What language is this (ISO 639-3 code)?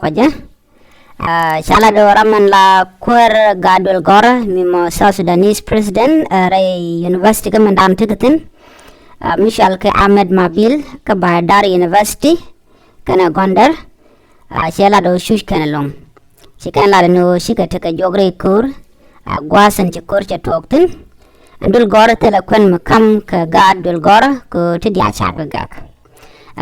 nus